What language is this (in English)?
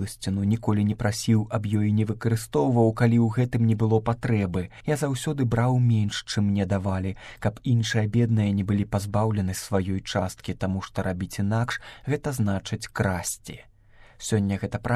Belarusian